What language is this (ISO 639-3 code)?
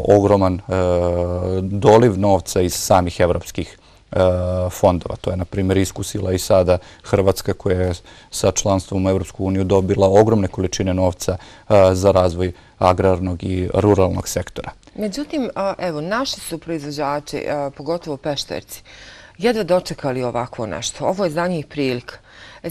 bos